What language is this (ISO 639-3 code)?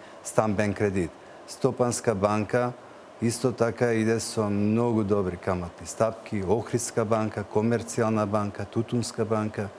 mkd